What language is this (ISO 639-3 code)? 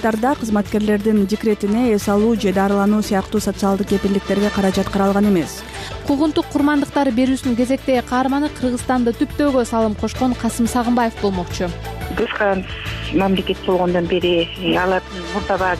kir